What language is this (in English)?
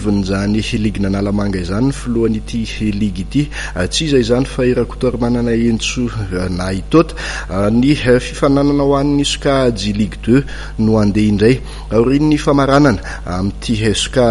Malagasy